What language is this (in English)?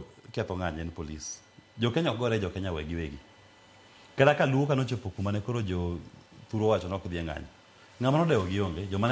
Luo (Kenya and Tanzania)